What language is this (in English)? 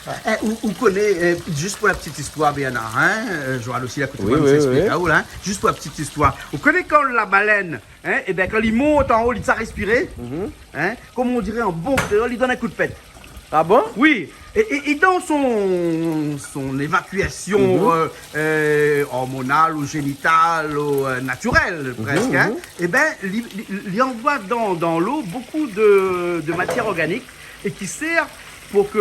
Réunion Creole French